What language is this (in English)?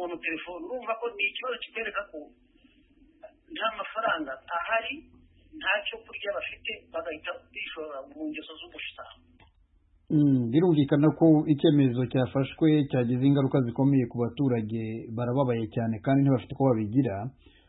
Kinyarwanda